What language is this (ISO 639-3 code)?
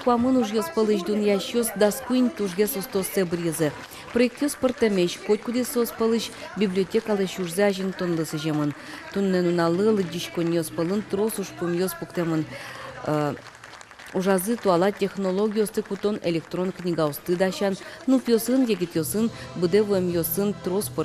udm